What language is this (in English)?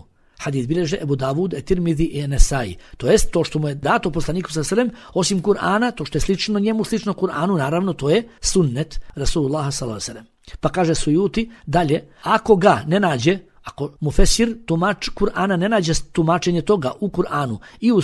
Bosnian